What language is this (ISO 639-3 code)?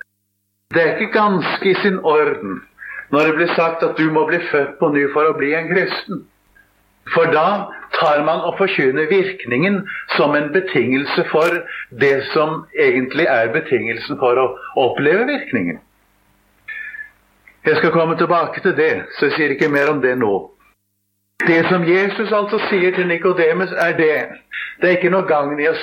nor